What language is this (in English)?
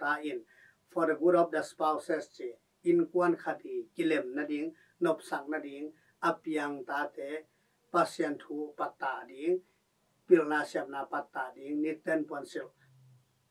Tedim Chin